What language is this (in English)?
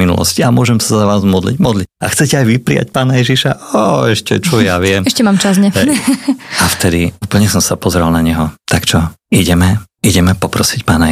Slovak